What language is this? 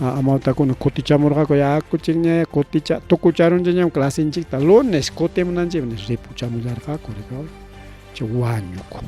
Ayacucho Quechua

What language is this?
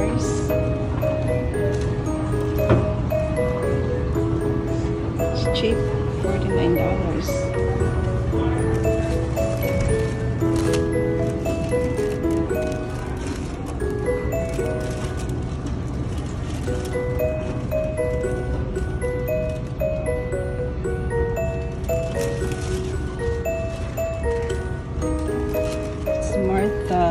English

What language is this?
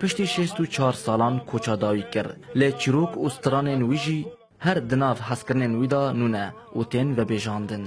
Kurdish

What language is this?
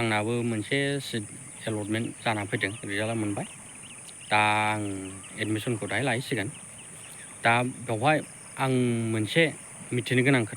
Bodo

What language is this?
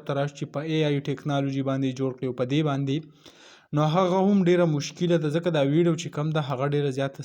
Pashto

